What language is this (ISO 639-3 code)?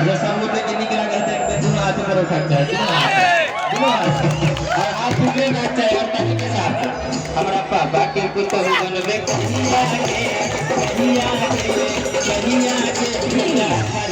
mai